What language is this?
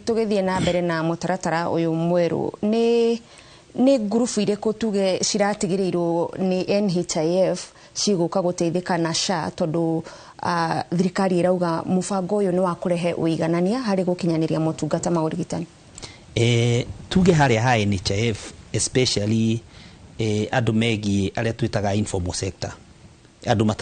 Kikuyu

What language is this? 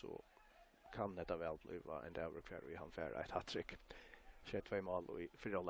Faroese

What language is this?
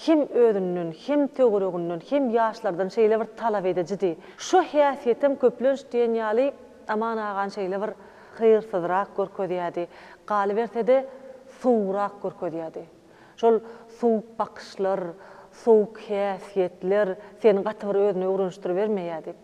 Turkmen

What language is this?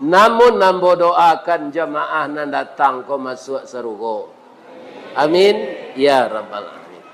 Minangkabau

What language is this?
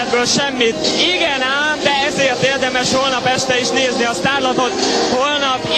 Hungarian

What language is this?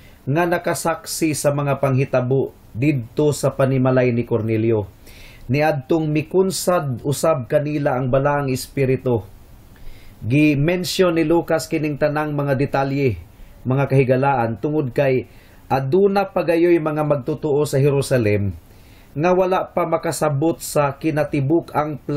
Cebuano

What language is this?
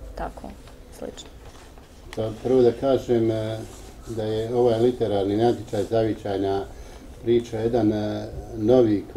Bosnian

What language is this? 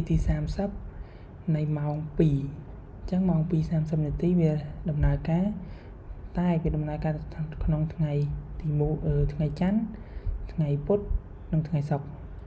Khmer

